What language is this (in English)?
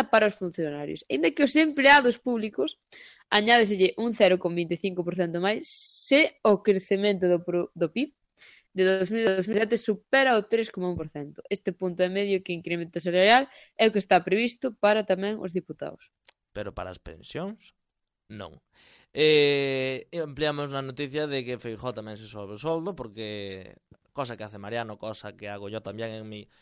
Galician